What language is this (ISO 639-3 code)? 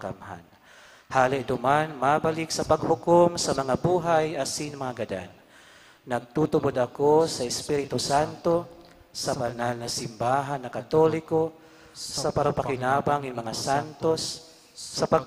bik